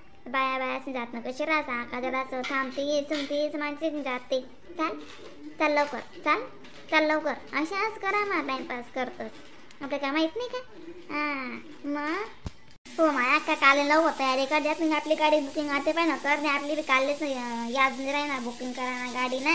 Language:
Khandesi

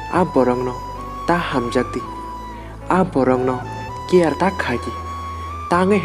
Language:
Kok Borok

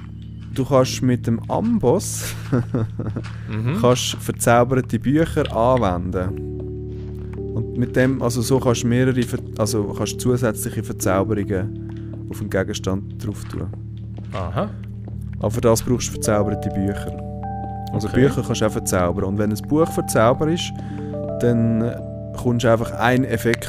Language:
Swiss German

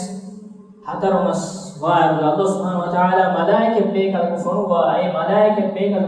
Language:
Divehi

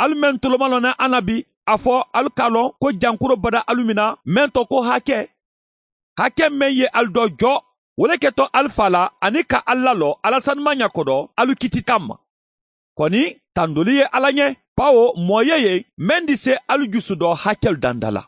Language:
Mandingo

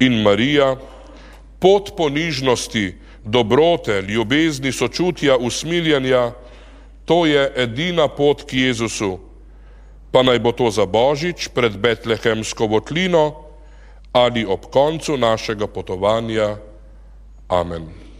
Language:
Slovenian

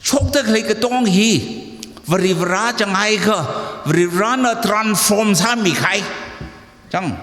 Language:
Tangkhul Naga (India)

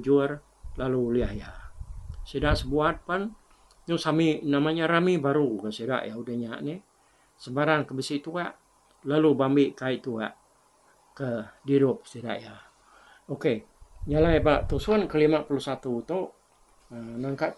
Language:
Iban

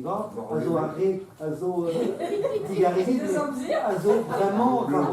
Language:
Breton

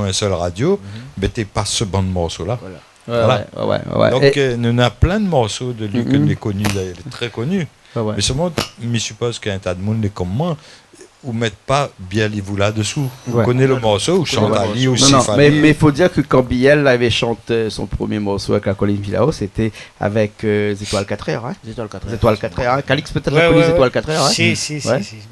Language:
Réunion Creole French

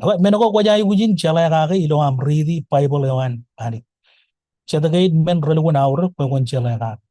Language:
Marshallese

